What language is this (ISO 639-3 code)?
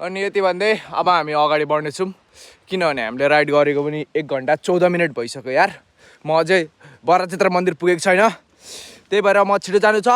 nep